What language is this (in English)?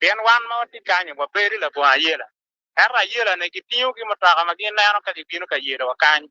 Acoli